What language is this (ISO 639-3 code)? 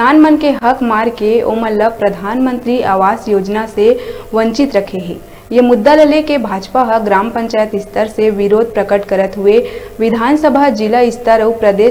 hne